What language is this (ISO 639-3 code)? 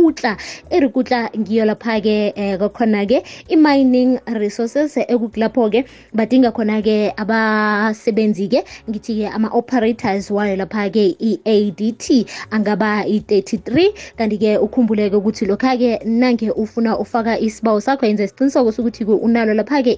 nbl